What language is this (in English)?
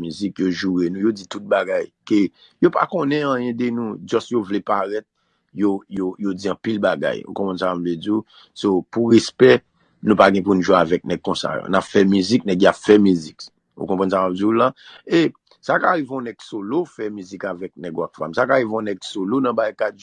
Haitian Creole